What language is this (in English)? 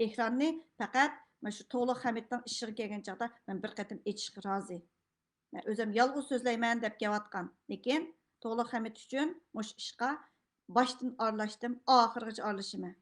Uyghur